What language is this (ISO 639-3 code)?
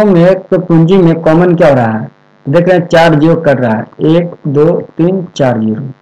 hin